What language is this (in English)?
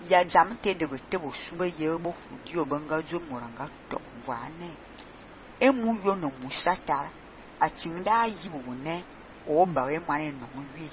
Fang